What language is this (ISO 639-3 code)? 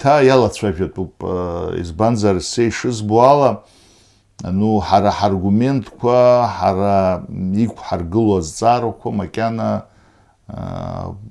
abk